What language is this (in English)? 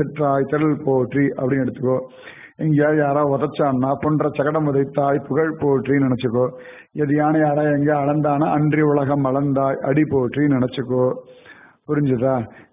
Tamil